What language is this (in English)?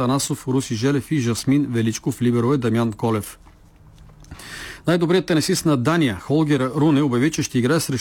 Bulgarian